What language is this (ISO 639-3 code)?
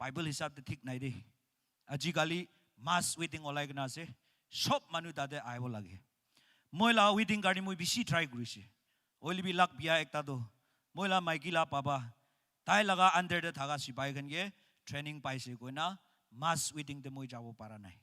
nag